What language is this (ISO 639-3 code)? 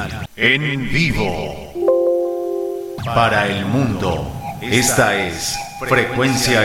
spa